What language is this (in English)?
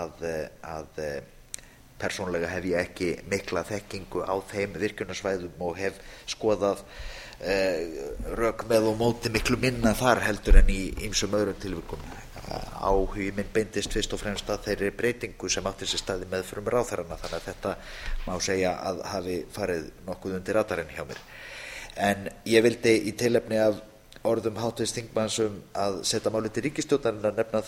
Icelandic